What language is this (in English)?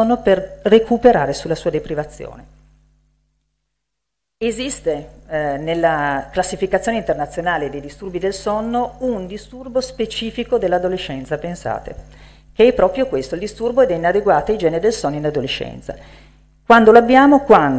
Italian